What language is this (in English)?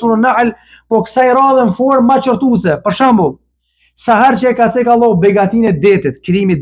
Albanian